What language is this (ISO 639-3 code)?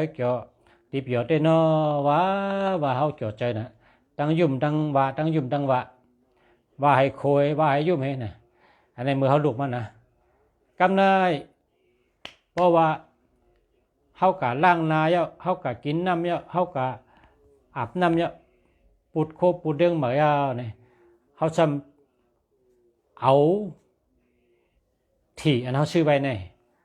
shn